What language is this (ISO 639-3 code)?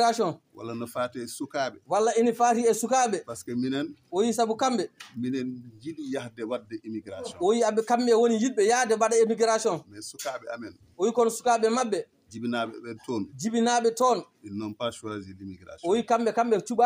ful